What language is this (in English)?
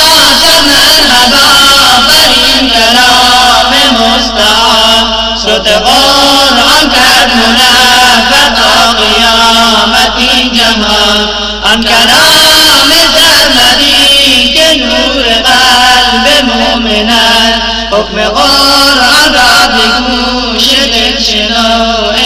Persian